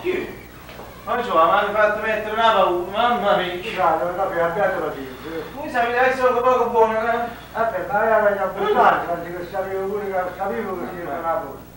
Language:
Neapolitan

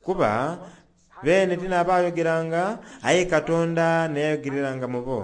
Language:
Soga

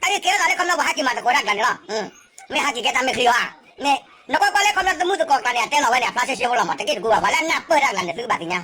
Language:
S'gaw Karen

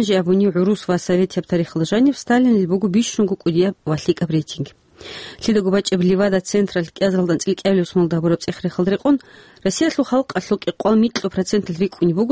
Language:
Avaric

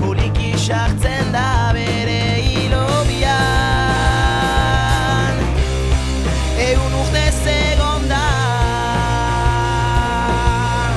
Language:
Basque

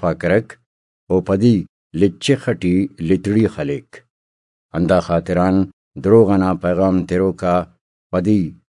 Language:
Brahui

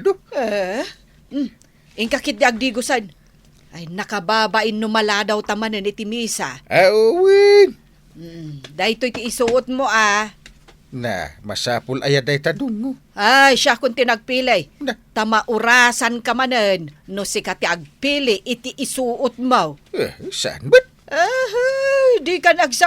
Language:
Iloko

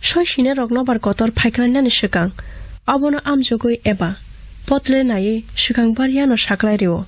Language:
Kok Borok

